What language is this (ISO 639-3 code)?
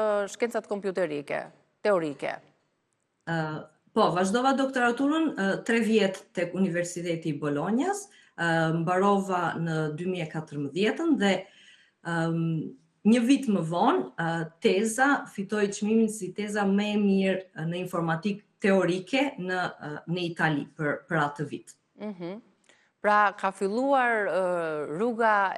sqi